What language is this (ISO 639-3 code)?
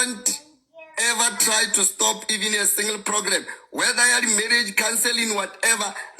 sot